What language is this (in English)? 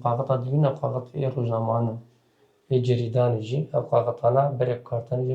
Kurdish